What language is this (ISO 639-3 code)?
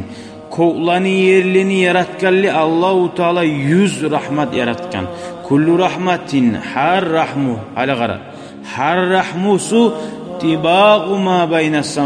kum